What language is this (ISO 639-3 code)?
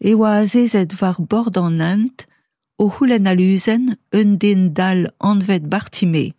bre